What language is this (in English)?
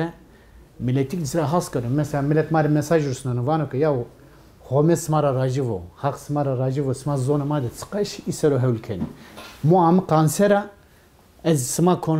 Zaza